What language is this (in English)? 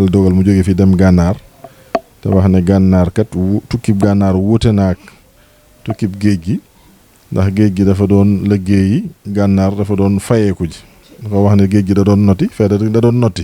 Wolof